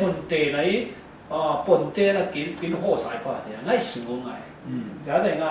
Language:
Falam Chin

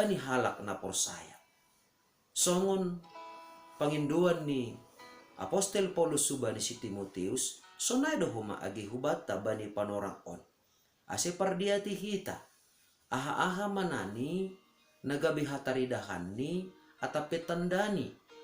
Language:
Batak Simalungun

